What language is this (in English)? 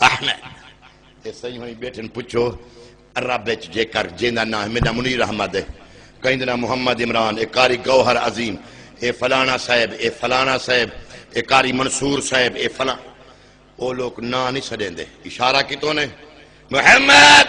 Saraiki